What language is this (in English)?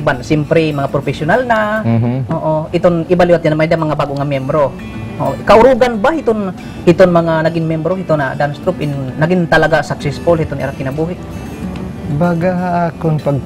Waray